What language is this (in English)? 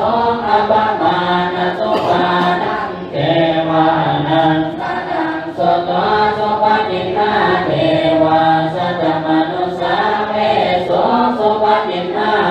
Pali